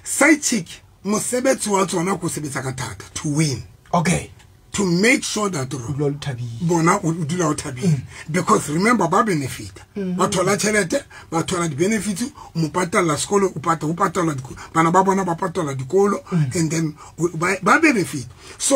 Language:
Southern Sotho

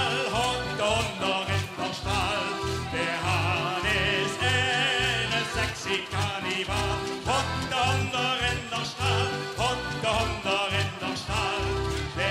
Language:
Limburgish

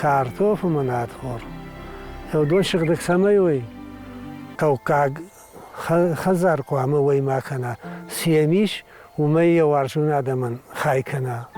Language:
Ossetic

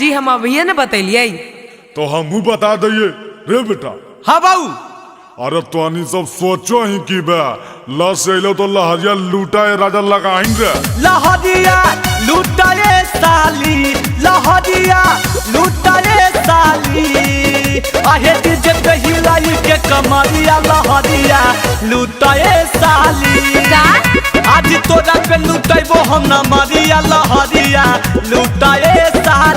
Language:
Magahi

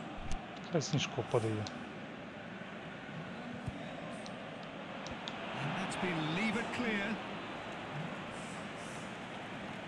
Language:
Ukrainian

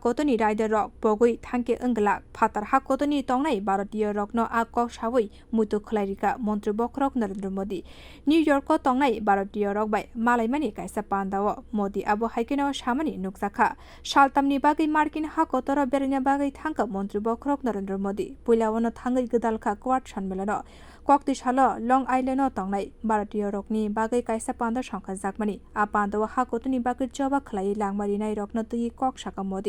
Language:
Kok Borok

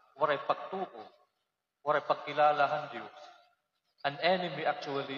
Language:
Waray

